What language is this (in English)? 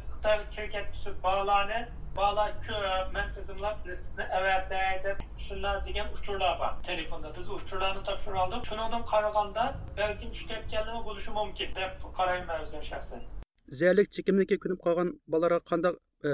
Uyghur